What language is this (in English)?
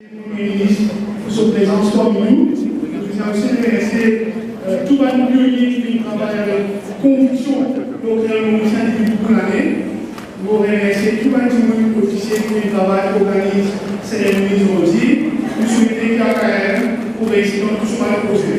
Morisyen